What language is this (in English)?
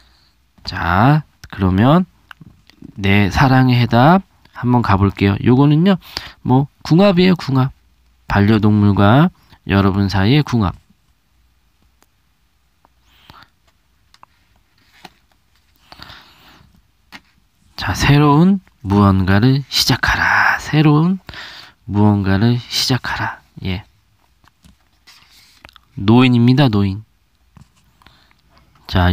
Korean